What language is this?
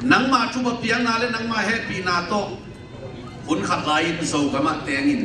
Tedim Chin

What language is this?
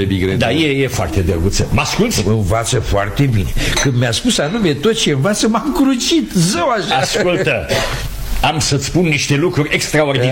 Romanian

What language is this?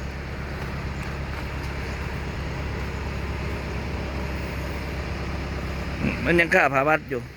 Lao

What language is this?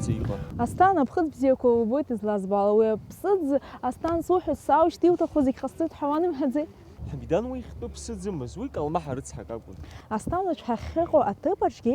Abkhazian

